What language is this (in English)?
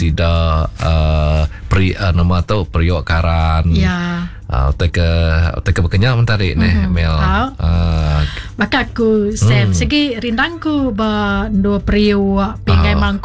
Iban